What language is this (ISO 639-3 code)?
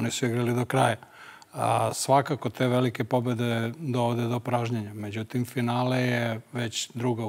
srp